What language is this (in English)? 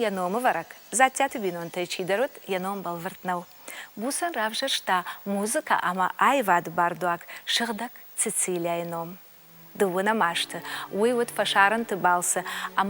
Ossetic